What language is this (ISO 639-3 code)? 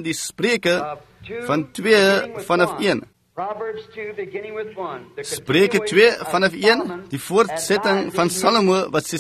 afr